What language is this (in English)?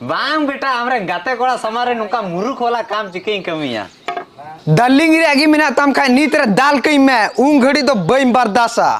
Santali